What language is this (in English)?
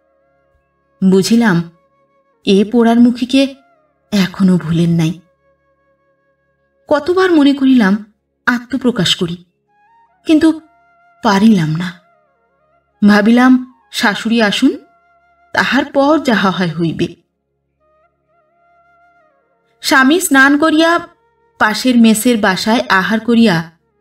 Bangla